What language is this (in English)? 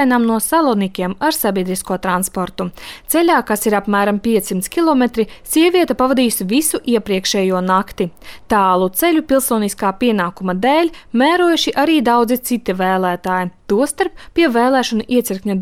Latvian